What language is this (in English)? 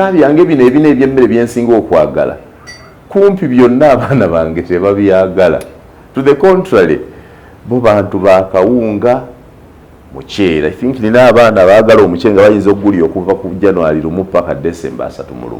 Ganda